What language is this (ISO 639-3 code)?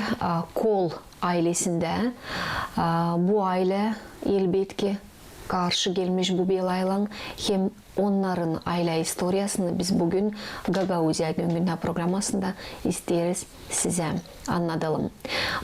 gag